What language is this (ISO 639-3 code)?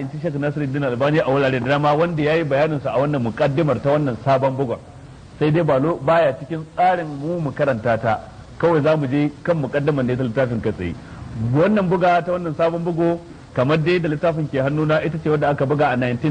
hau